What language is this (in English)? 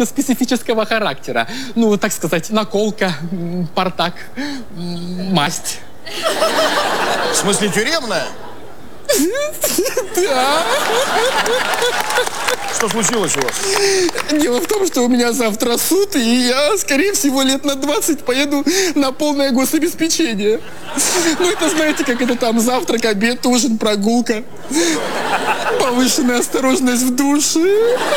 Russian